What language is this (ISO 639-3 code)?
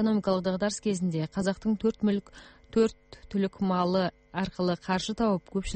kaz